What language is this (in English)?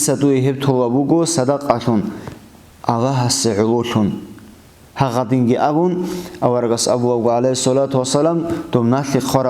Avaric